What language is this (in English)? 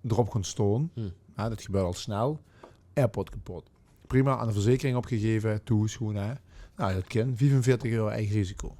Limburgish